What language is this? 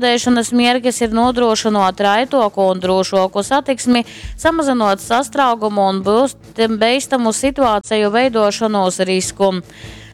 Latgalian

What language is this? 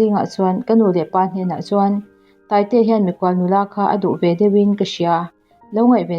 Mizo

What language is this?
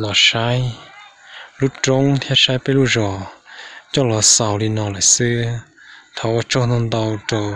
Hmong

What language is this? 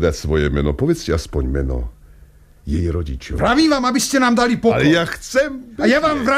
Slovak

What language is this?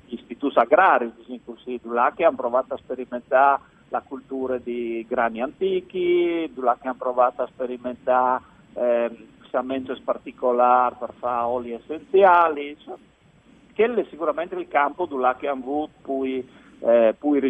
Friulian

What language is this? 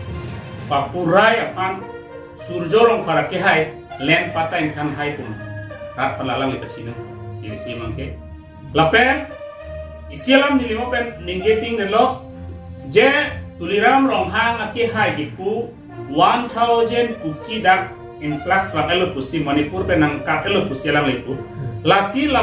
Karbi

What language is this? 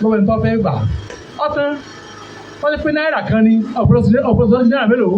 Yoruba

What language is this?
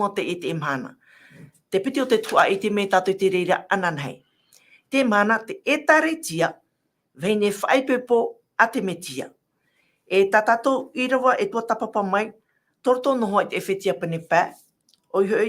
Tahitian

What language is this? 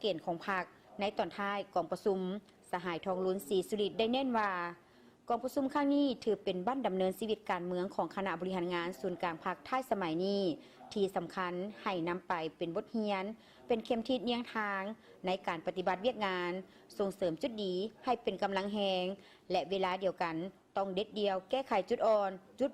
Lao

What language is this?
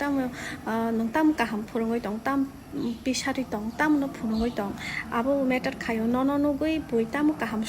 Kok Borok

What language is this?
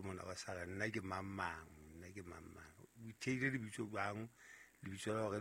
Southern Sotho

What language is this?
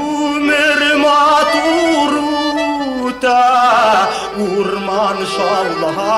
Bashkir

